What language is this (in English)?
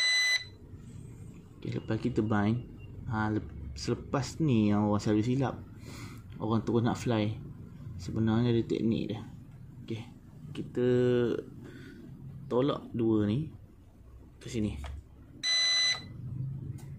Malay